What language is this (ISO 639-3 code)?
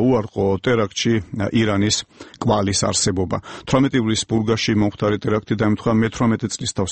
kat